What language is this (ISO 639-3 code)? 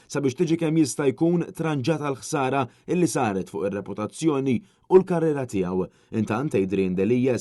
mlt